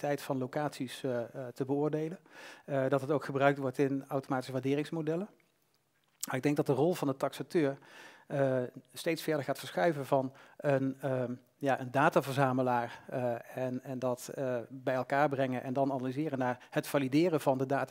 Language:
Dutch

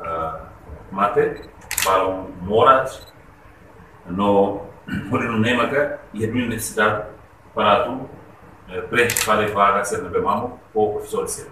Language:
Tetum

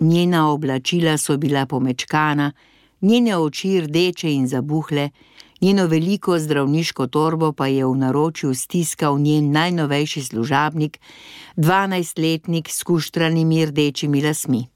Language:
Slovenian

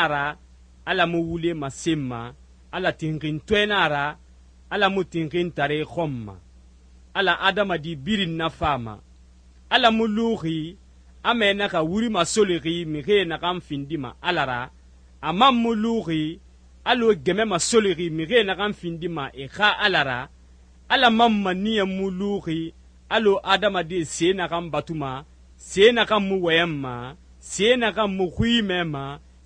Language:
Susu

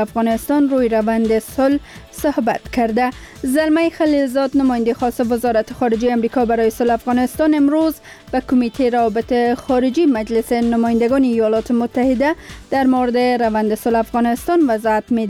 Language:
Persian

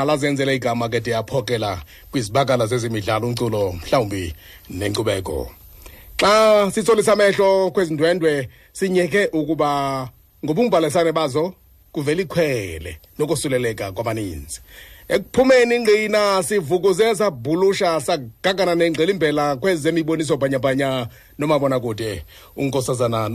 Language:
Xhosa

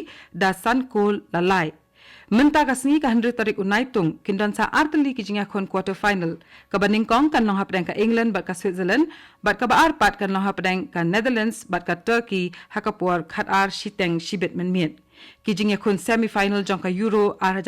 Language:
Khasi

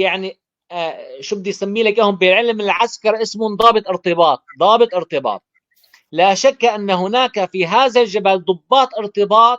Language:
North Levantine Arabic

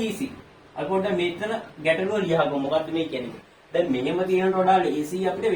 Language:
Sinhala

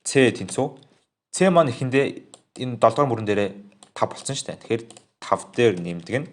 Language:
Mongolian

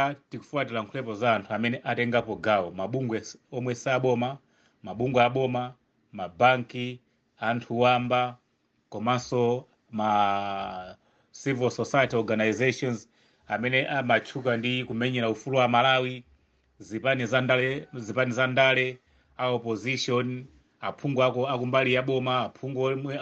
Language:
Nyanja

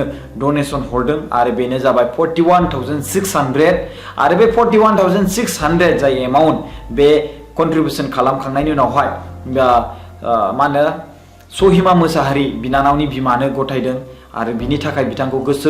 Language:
Bodo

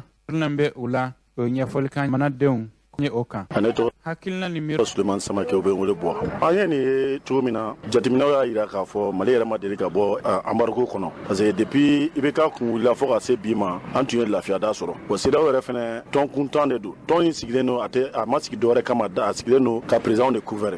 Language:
Bambara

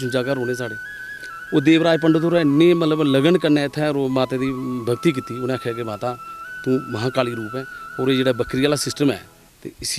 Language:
Dogri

